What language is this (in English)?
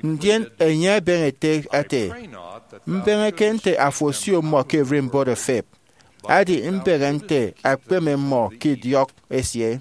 Efik